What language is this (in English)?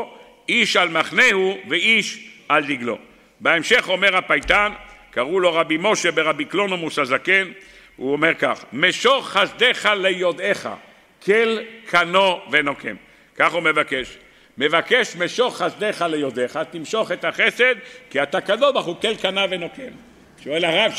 Hebrew